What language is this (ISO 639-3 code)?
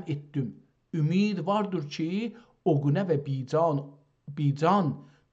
azb